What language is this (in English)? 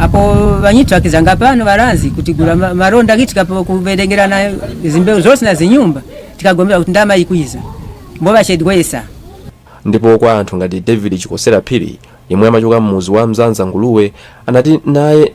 Nyanja